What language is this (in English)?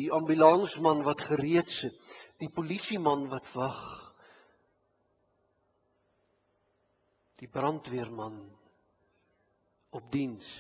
Afrikaans